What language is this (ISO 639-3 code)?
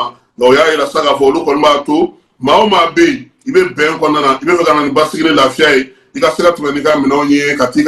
bam